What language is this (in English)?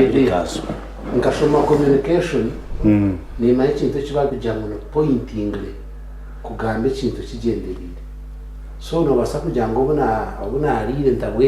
Nyankole